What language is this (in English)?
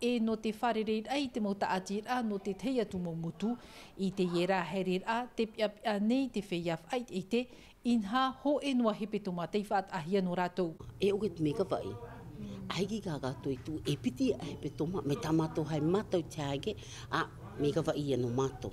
Tahitian